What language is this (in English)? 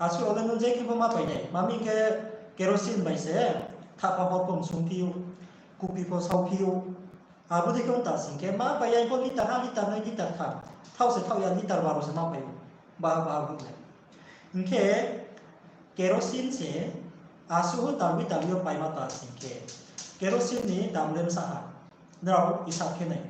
Riang (India)